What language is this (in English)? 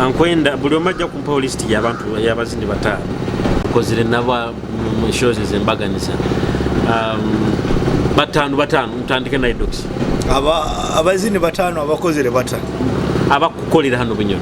Nyoro